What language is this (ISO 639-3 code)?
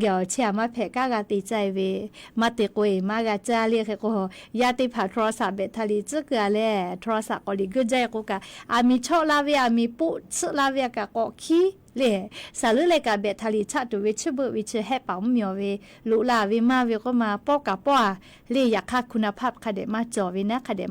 lhu